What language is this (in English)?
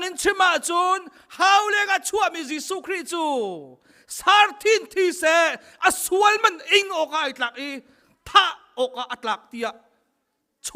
Hakha Chin